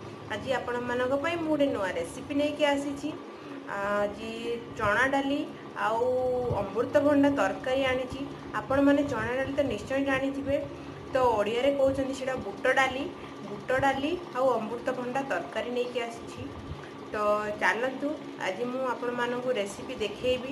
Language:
Odia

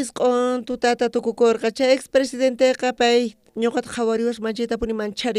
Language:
South Bolivian Quechua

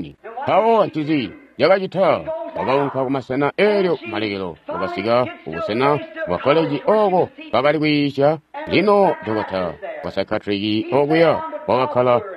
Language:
Tonga (Zambia)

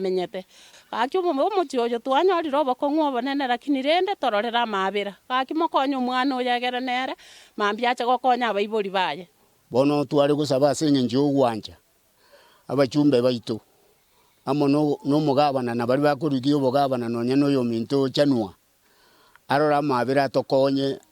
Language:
Gusii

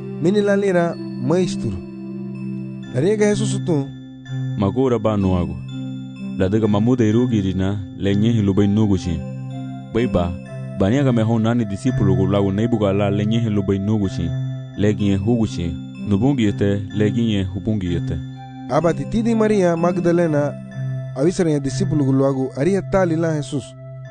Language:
Garifuna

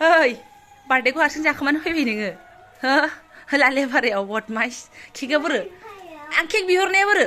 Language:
Bodo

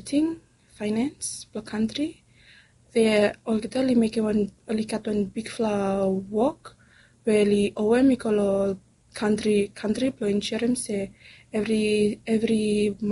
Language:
Bislama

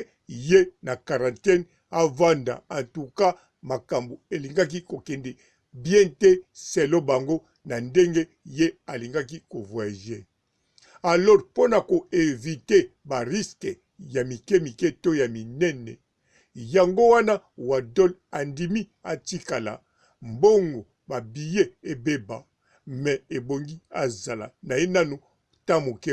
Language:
Lingala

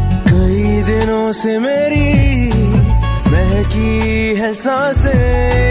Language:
Hindi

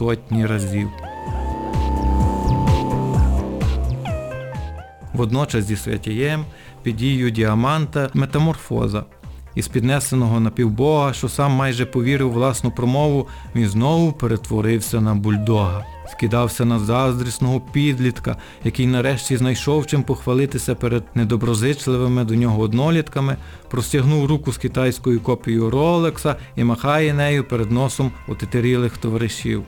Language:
Ukrainian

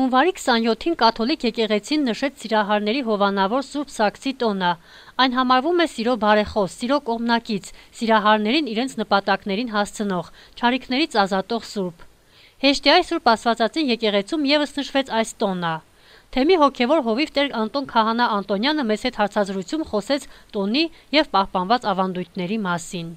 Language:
Armenian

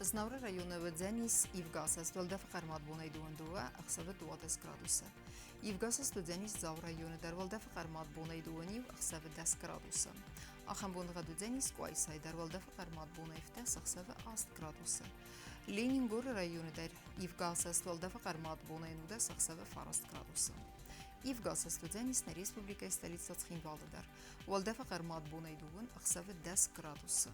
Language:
Ossetic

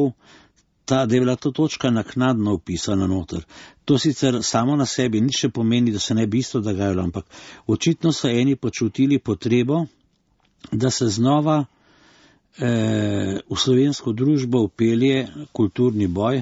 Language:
Slovenian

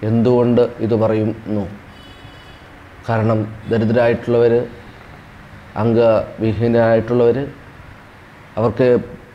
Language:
Malayalam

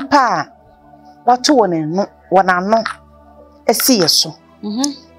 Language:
Akan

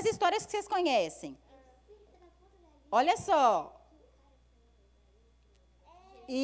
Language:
Portuguese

